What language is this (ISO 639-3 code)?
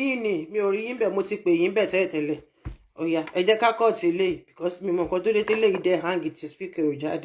yor